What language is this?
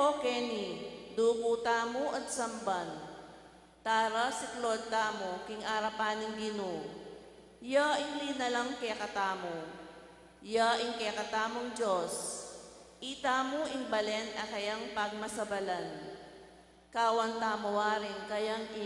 Pampanga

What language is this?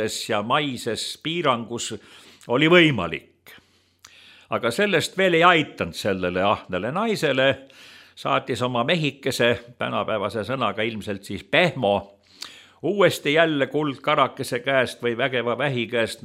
Estonian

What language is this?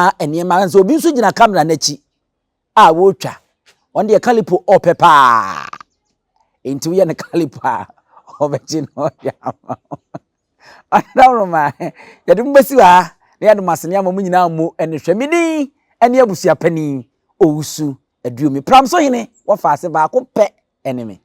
Akan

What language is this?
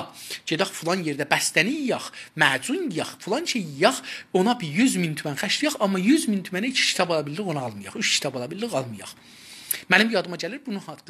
South Azerbaijani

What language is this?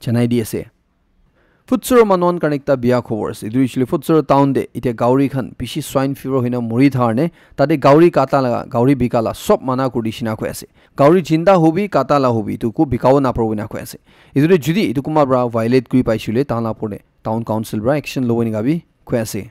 Naga Pidgin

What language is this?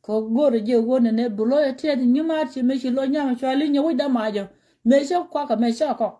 Nuer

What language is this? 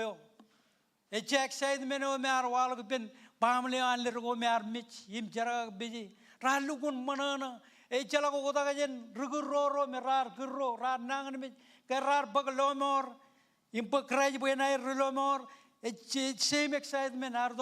Marshallese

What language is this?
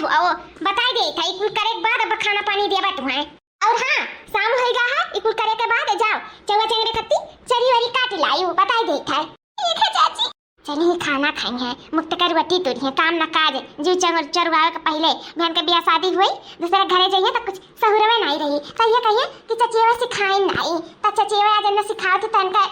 Awadhi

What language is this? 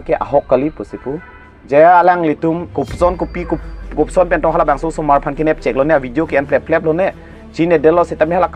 Karbi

